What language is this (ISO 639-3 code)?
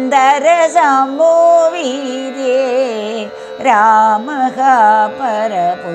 mal